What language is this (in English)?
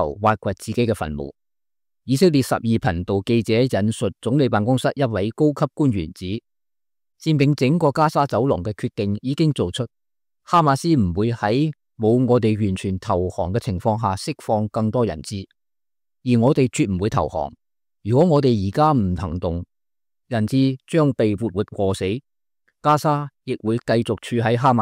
Cantonese